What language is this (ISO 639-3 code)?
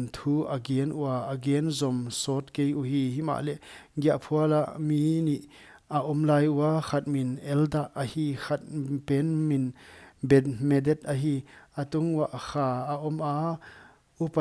pck